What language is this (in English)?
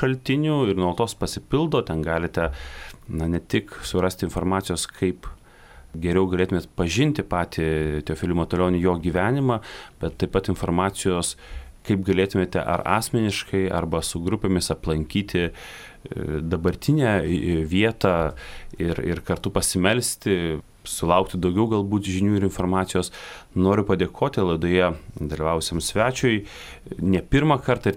Lithuanian